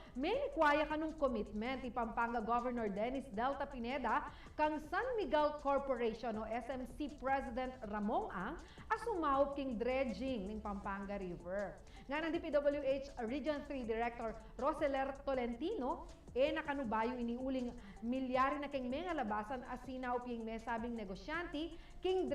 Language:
Pampanga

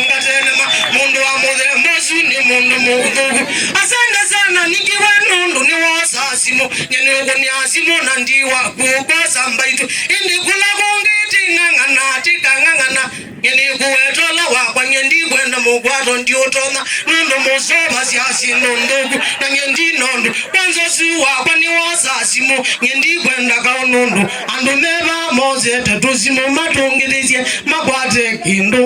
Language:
Kamba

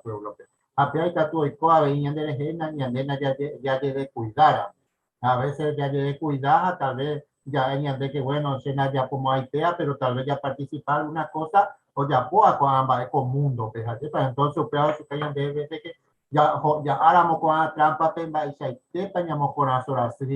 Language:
Guarani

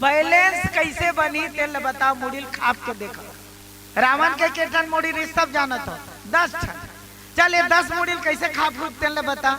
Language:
Chhattisgarhi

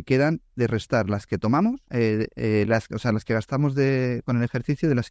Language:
Spanish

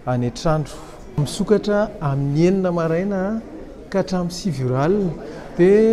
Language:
Malagasy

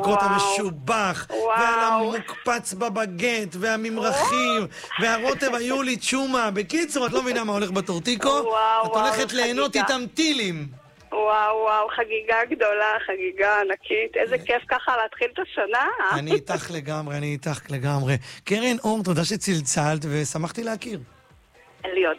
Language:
Hebrew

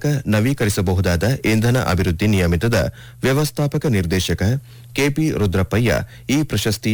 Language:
Kannada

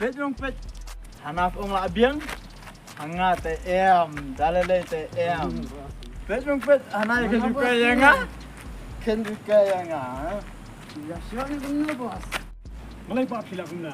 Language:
Khasi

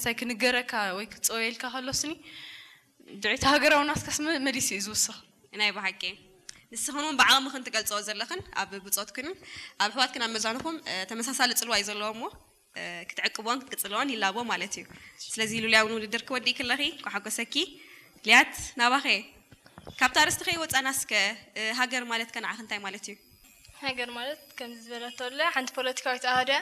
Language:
Tigrinya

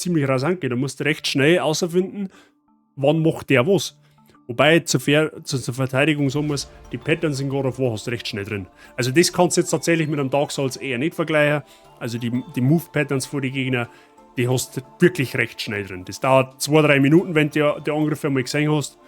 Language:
Bavarian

